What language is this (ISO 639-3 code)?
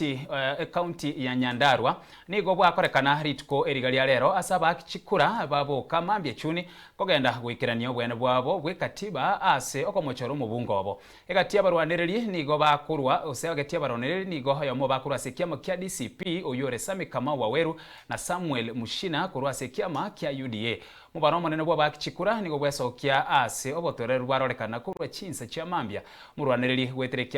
guz